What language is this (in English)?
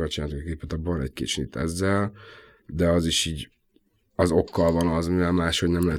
Hungarian